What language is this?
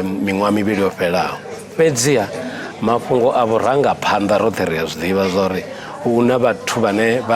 Venda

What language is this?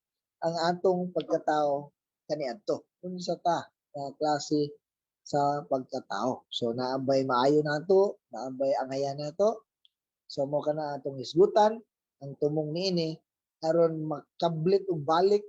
Cebuano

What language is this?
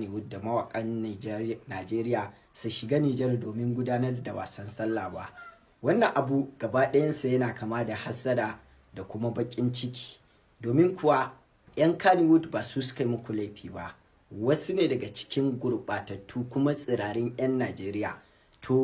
Hausa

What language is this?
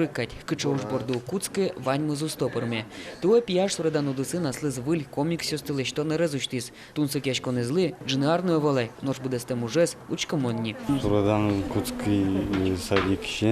Udmurt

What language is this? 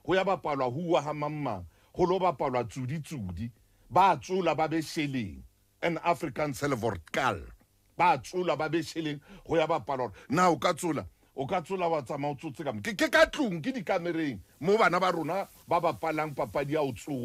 Southern Sotho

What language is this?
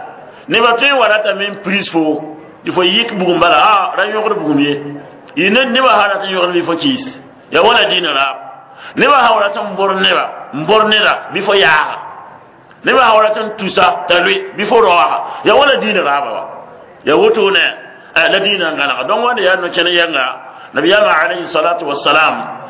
Mossi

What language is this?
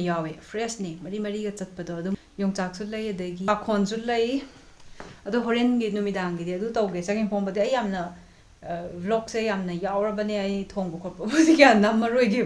Manipuri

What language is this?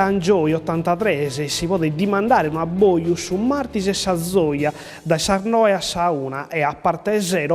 Sardinian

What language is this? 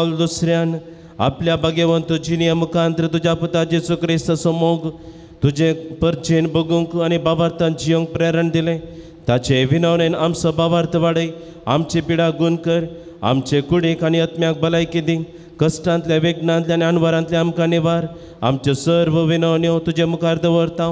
Konkani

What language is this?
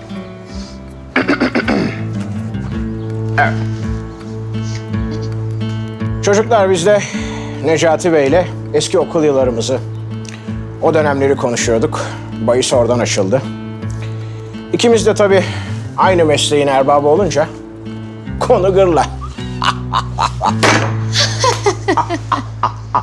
Turkish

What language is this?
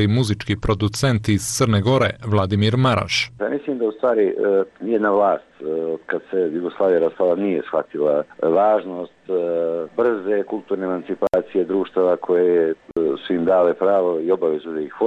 Serbian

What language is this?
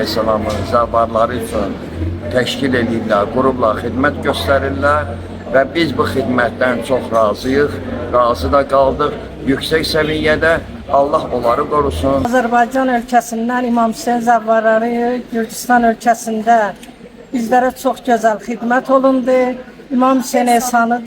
Azerbaijani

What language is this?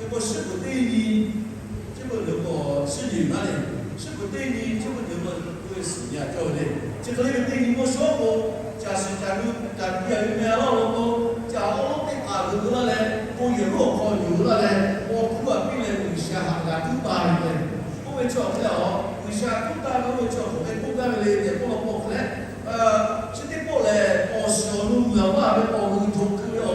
Lahu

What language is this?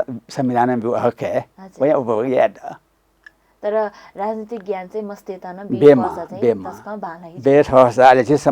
Newari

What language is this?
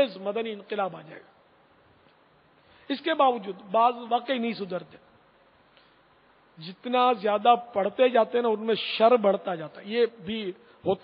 Urdu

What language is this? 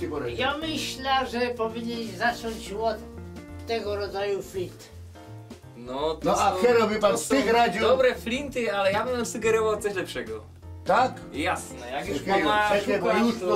Silesian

